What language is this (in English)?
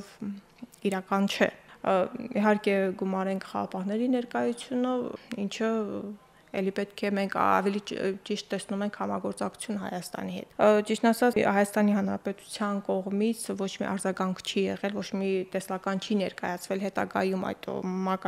Armenian